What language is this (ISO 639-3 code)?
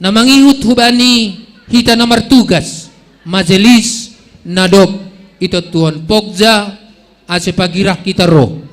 bts